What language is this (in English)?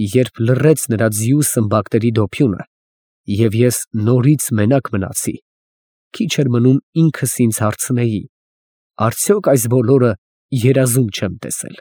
Armenian